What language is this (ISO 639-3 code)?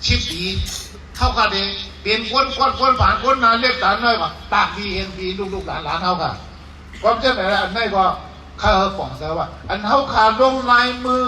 shn